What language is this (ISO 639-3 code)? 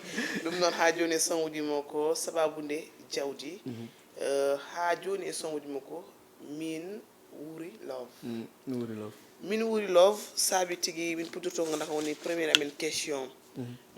ful